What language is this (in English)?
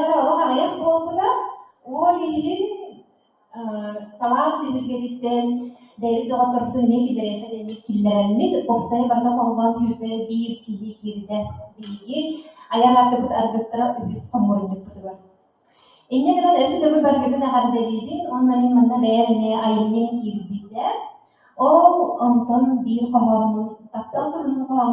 Yakut